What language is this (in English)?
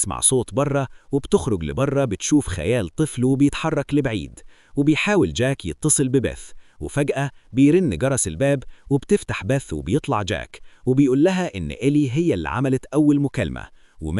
Egyptian Arabic